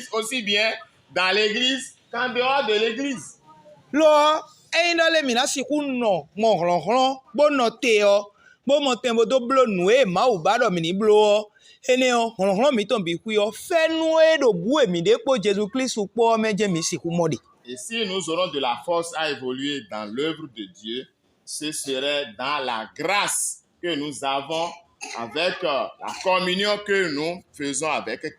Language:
Fon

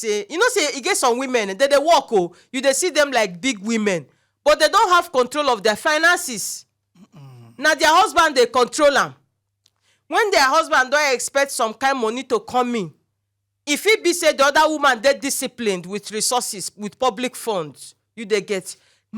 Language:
Nigerian Pidgin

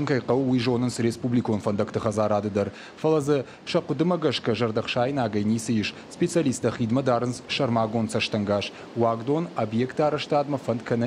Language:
Ossetic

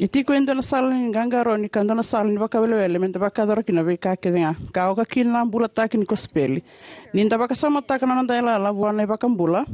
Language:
Fijian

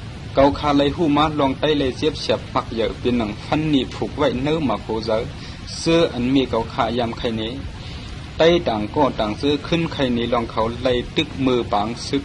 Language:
Shan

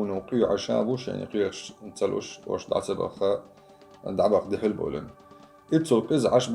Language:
Chechen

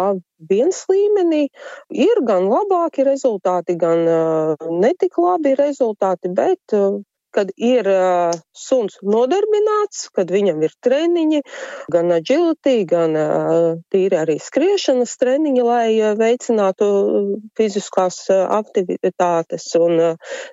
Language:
Latvian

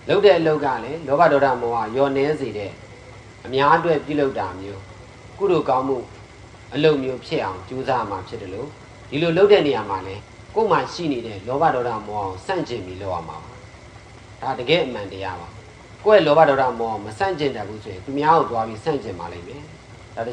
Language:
Burmese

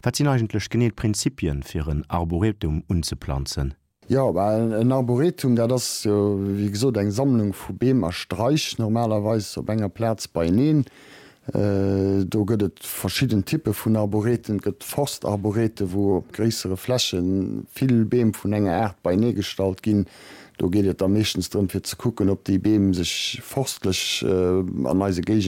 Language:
Luxembourgish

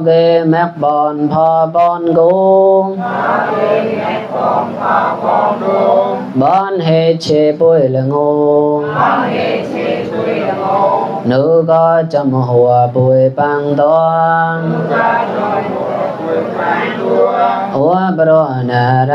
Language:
Mon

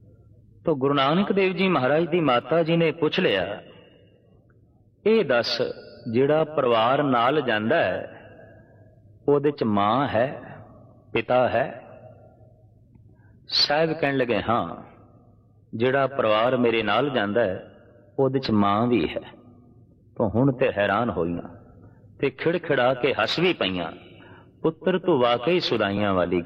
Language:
Punjabi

